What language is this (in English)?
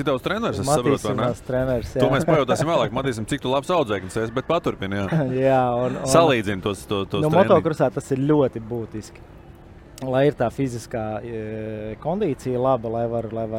Latvian